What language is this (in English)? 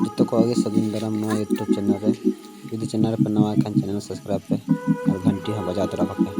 Santali